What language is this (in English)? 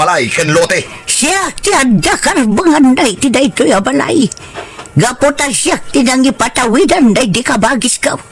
Iloko